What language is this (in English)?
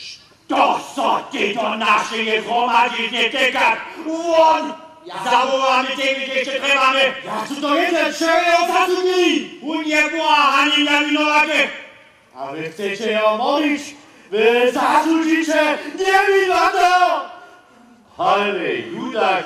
Upper Sorbian